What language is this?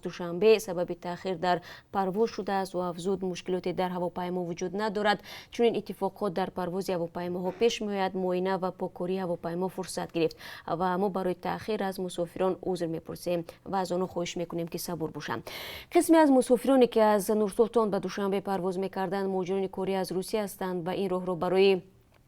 Tajik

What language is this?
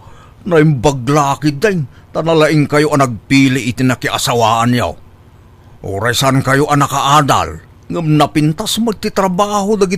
Iloko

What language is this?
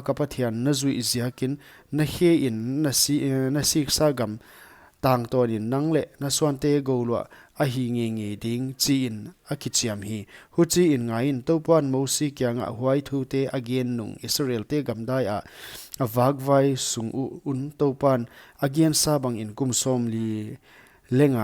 Paite Chin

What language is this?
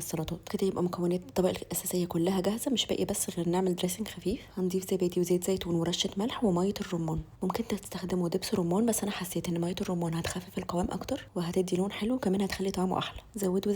Egyptian Arabic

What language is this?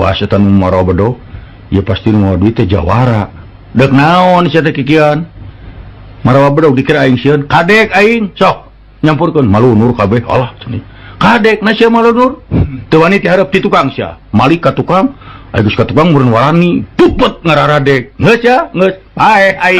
Sundanese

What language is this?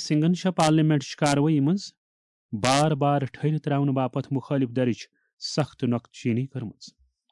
Kashmiri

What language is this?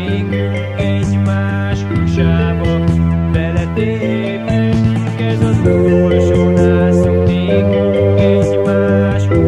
Hungarian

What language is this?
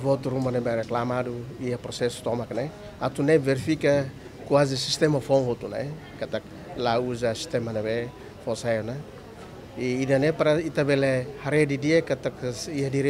Tetum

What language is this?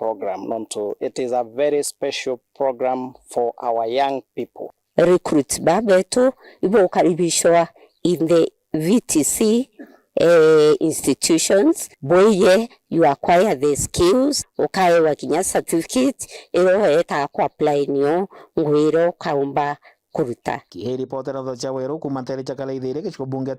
Meru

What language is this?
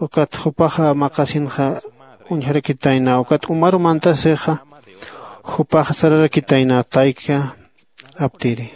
Aymara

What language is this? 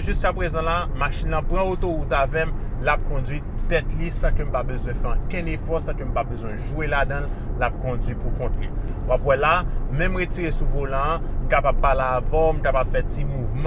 Haitian Creole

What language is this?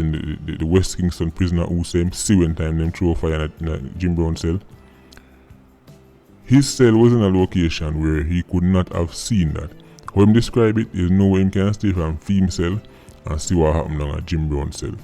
Jamaican Creole English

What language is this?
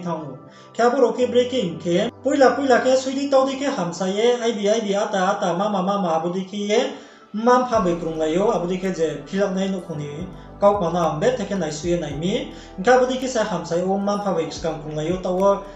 Riang (India)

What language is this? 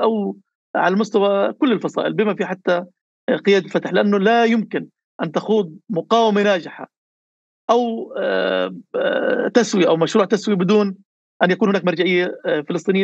North Levantine Arabic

